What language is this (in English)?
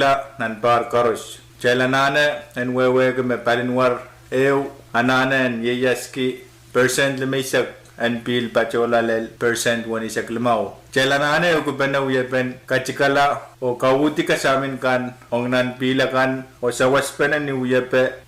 Pohnpeian